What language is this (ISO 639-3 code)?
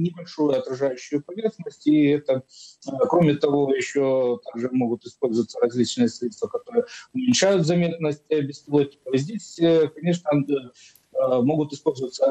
rus